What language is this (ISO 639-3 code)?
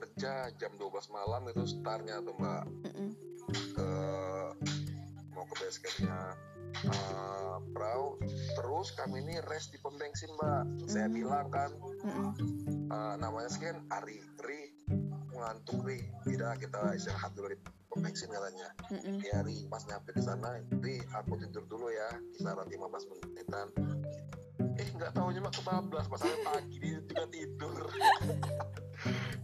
ind